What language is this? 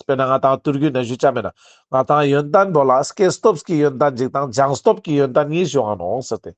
Ladakhi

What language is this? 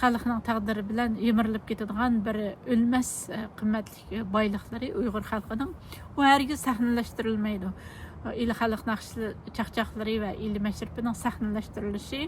Uyghur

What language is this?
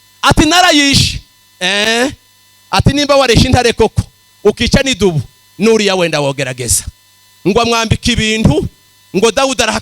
Kinyarwanda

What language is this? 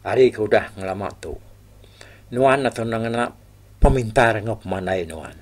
Iban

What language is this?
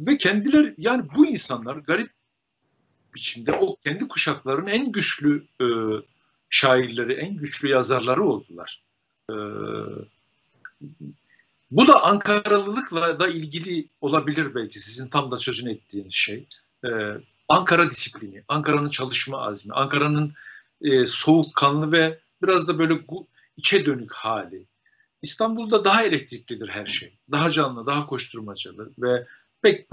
Turkish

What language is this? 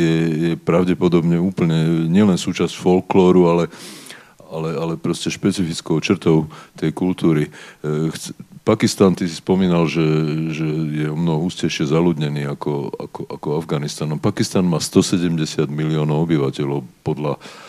Slovak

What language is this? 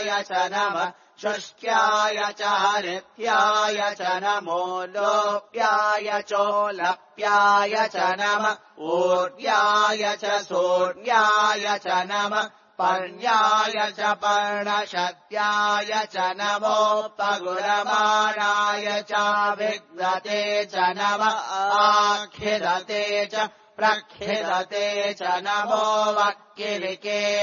Sanskrit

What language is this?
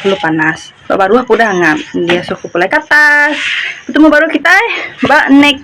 Iban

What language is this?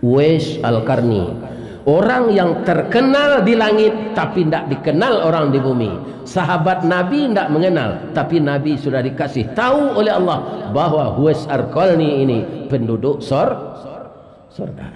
Minangkabau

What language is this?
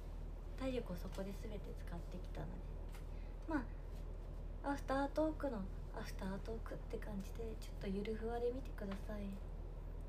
Japanese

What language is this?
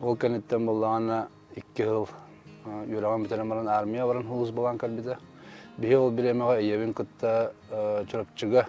Yakut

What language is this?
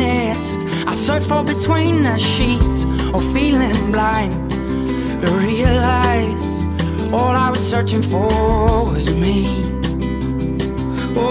English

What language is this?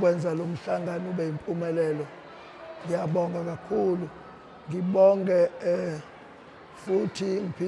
Zulu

